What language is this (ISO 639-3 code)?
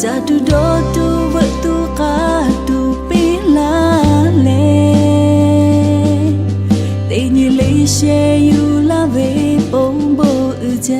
lhu